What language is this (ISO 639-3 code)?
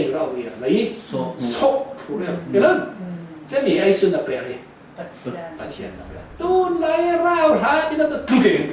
cfm